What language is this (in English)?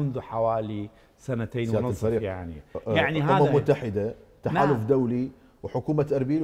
Mesopotamian Arabic